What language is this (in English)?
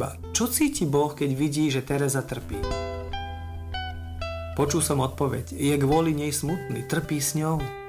Slovak